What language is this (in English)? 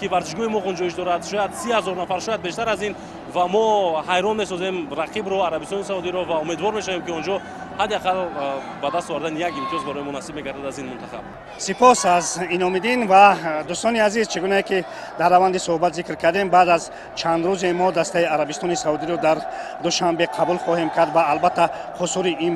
Tajik